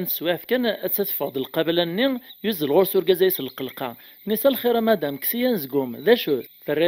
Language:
Kabyle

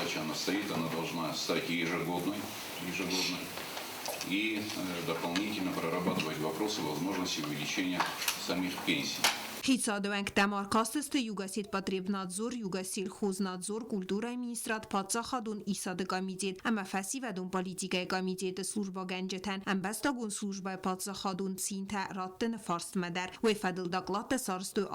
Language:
Ossetic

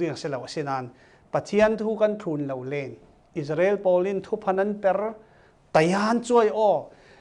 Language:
Falam Chin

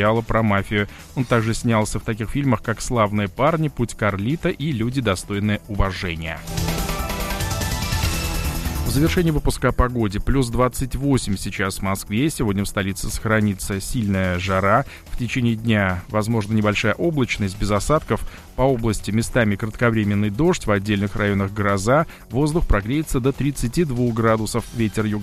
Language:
Russian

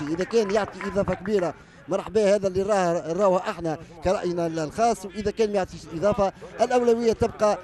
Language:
Tunisian Arabic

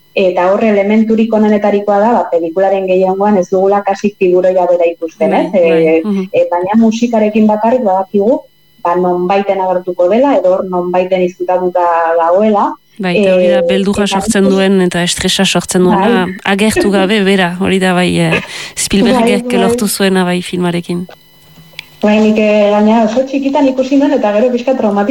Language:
Basque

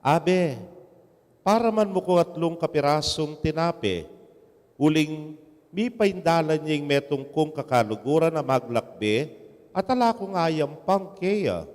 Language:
Pampanga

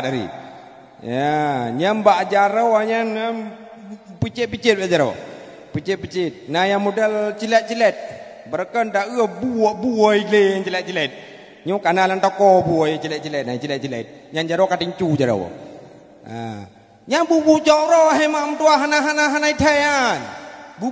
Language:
Achinese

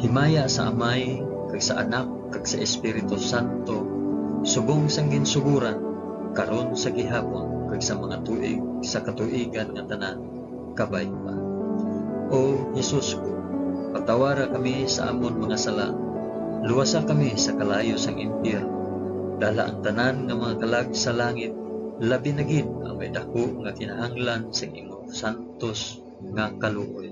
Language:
Hiligaynon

